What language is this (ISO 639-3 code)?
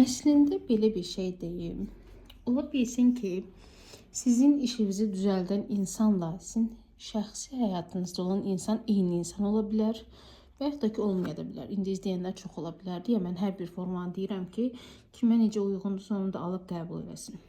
aze